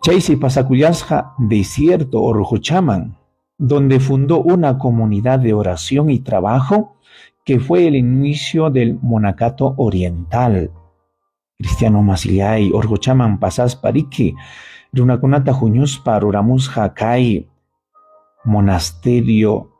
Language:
Ayacucho Quechua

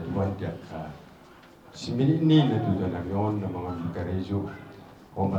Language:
Batak Toba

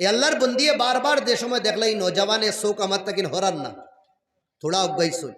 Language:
Sylheti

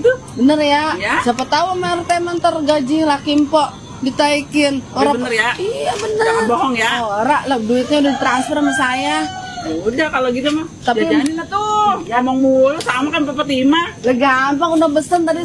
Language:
Betawi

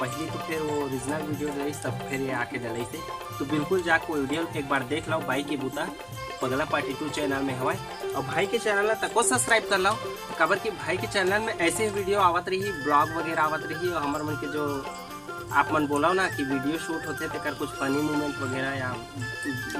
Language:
Chhattisgarhi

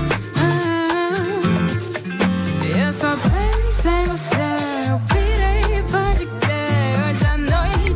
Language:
Portuguese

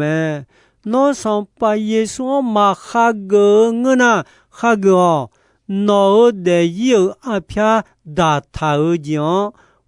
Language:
Akha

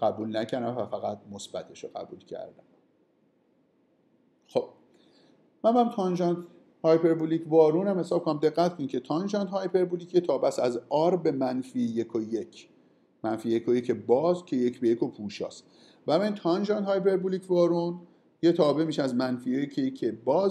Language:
Persian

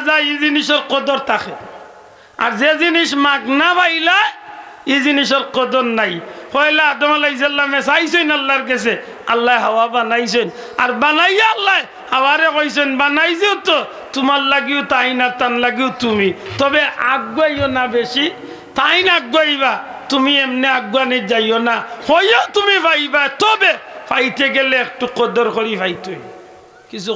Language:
Sylheti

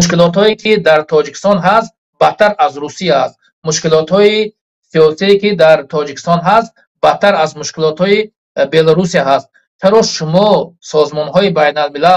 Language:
Tajik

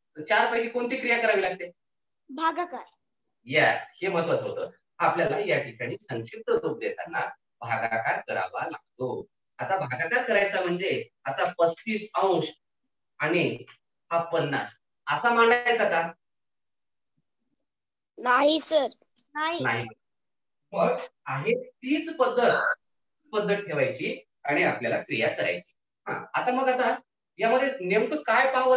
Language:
Marathi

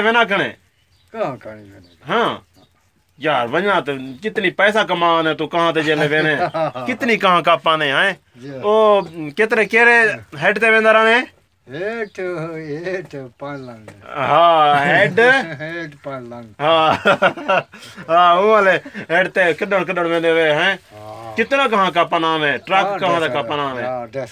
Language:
Saraiki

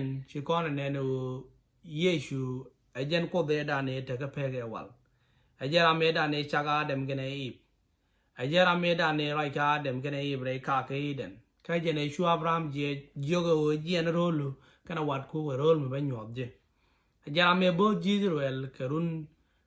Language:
Nuer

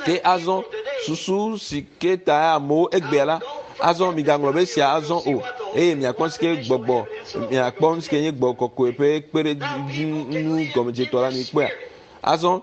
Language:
Ewe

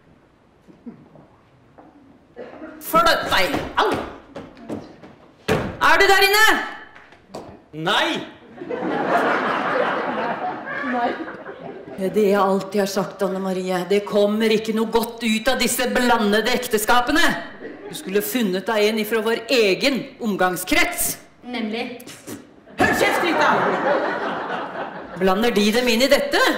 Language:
Norwegian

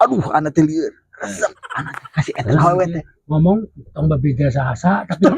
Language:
Sundanese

